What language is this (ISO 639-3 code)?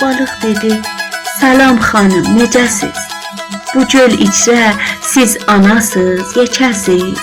azb